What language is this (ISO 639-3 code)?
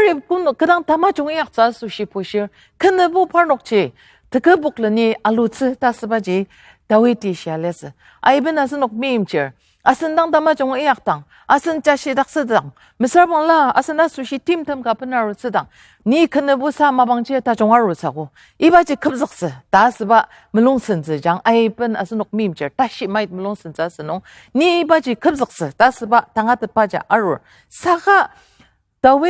njo